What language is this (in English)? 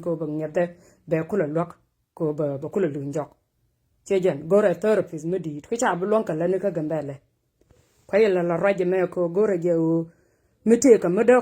Nuer